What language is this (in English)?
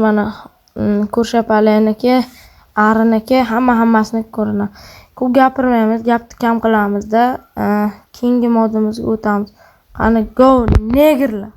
Uzbek